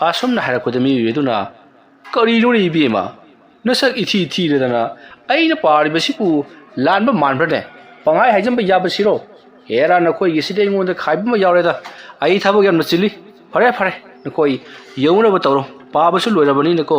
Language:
Manipuri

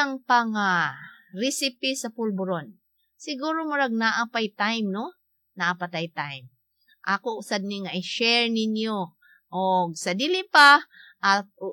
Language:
Cebuano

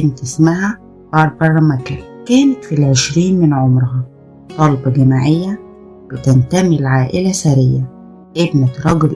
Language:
Egyptian Arabic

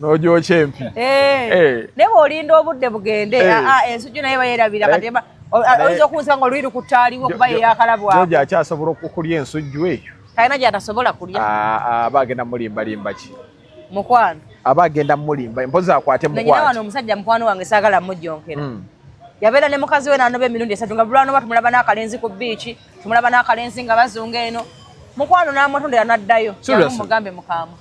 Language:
Ganda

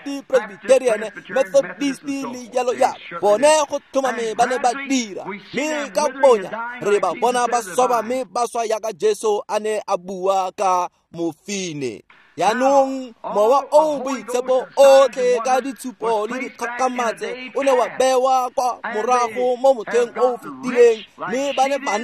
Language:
Tswana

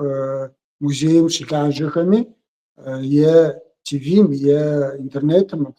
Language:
Kabardian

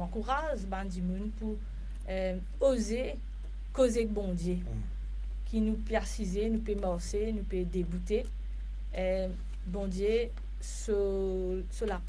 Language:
Morisyen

